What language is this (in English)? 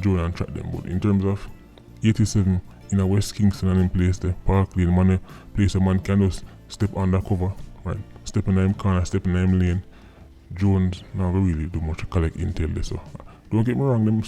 Jamaican Creole English